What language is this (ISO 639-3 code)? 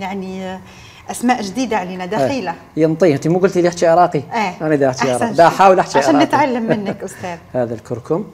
arq